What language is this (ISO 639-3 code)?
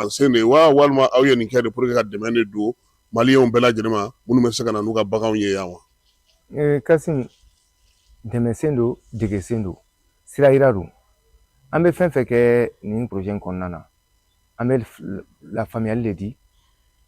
bam